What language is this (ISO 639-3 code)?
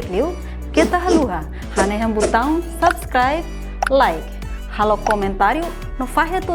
tet